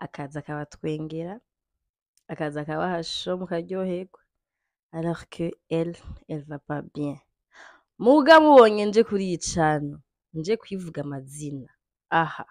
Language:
Rundi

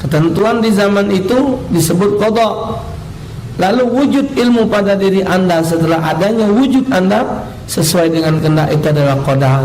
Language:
Musi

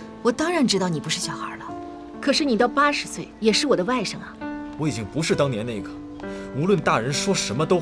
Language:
Chinese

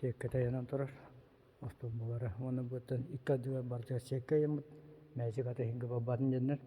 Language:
Yakut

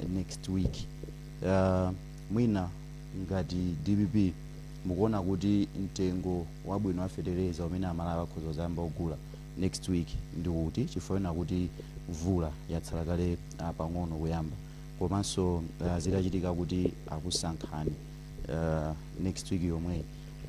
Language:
Nyanja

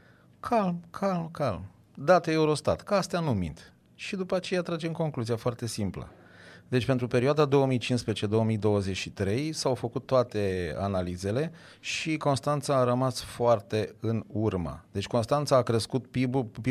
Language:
Romanian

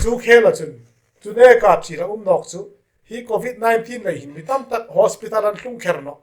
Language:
Hmar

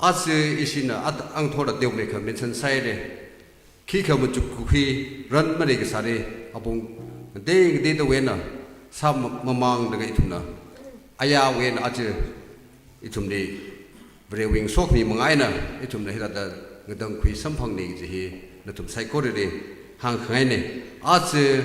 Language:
Tangkhul Naga (India)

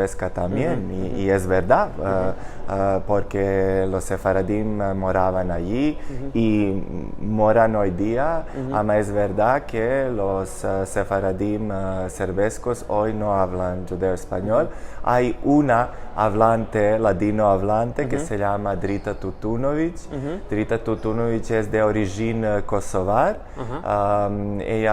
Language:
Ladino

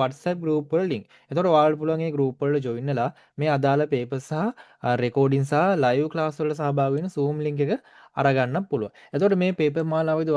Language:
Sinhala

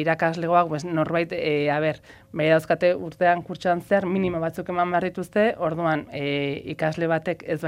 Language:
Basque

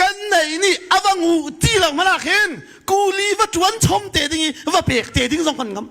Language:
Hakha Chin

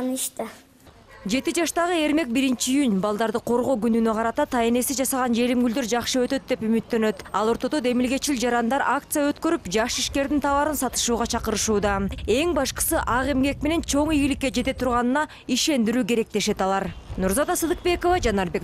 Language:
Kyrgyz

